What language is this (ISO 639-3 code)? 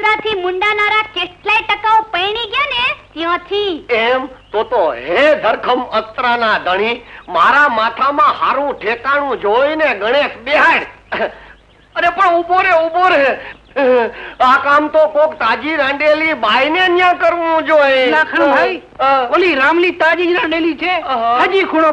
guj